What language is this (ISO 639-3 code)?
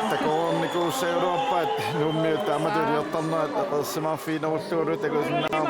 kal